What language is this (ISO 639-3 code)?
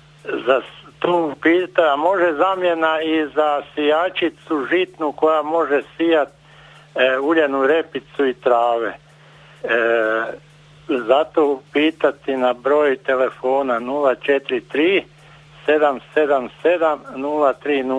hrv